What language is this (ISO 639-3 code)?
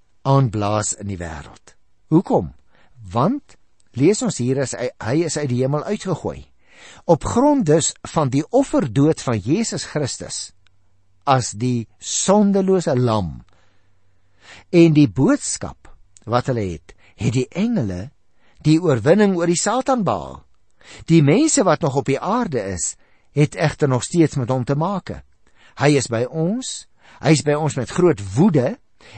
afr